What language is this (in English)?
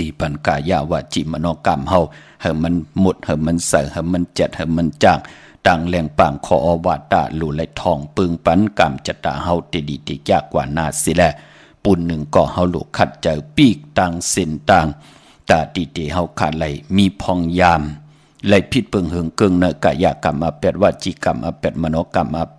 Shan